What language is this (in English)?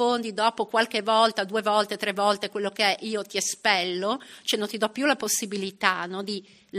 Italian